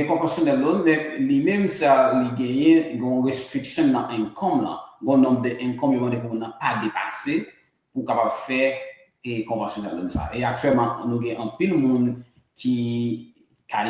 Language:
Haitian Creole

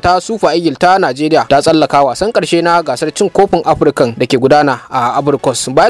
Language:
Hausa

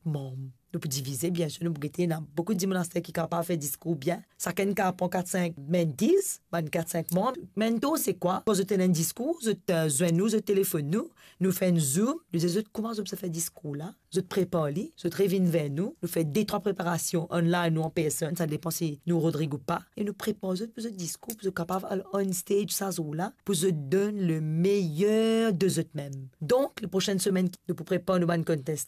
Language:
Morisyen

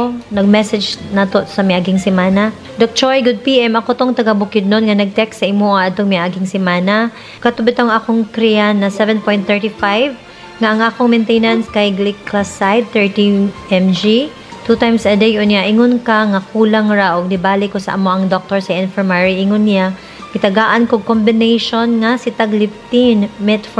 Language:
Cebuano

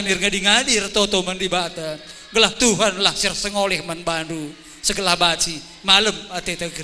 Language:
Batak Karo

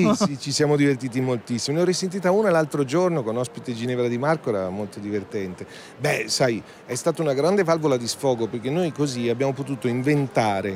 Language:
Italian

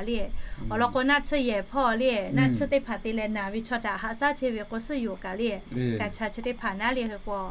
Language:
Lahu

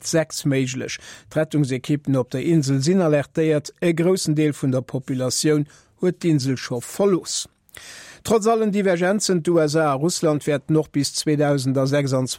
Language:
Luxembourgish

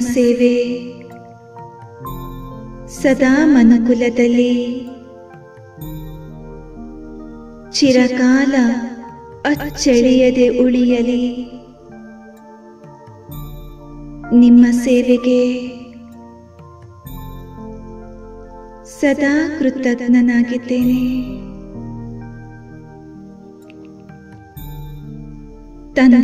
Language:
Kannada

